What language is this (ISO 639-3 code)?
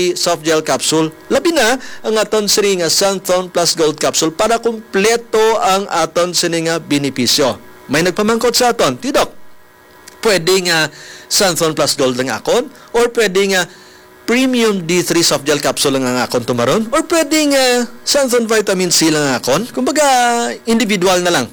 hil